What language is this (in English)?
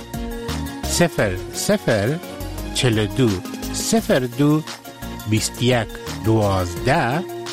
Persian